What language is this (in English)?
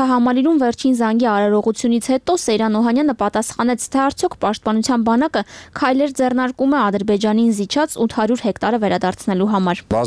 Armenian